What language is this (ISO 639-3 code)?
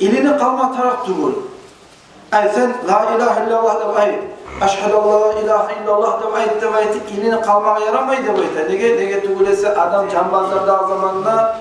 kum